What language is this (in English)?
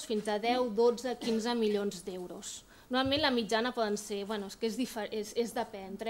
Catalan